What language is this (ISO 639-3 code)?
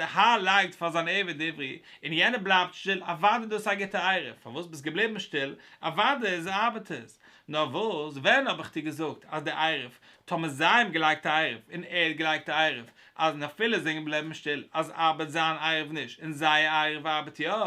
yid